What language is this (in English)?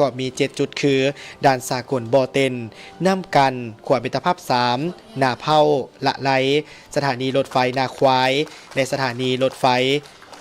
Lao